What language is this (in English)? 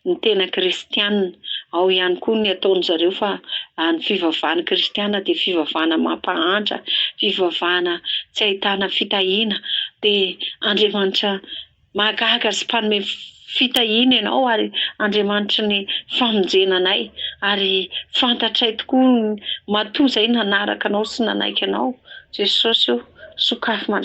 Malagasy